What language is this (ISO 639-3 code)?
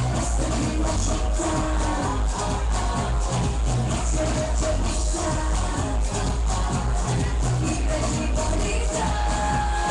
hrv